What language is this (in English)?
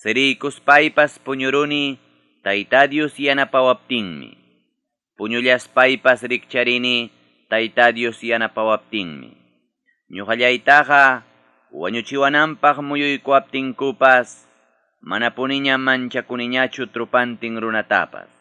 Ayacucho Quechua